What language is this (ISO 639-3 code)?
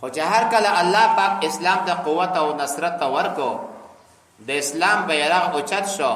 pus